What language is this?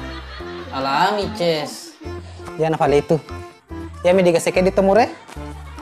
Buginese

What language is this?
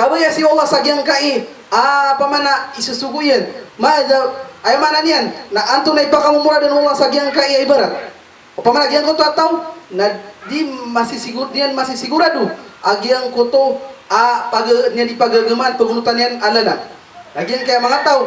Maranao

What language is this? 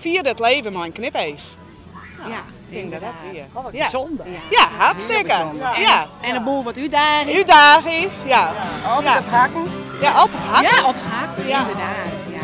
Western Frisian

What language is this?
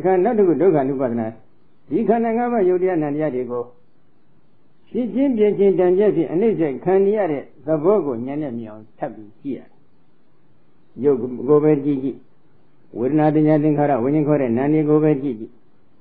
Burmese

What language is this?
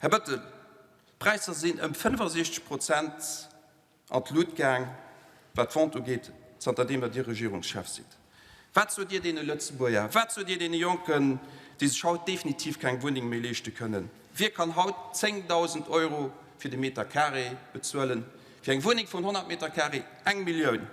Luxembourgish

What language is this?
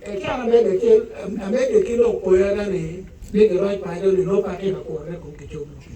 Acoli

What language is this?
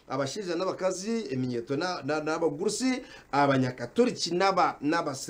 Nyankole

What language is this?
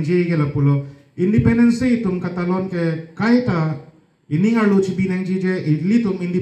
Karbi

